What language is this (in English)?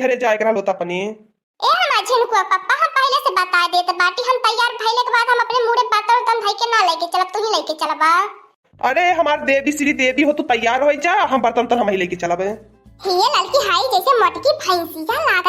Awadhi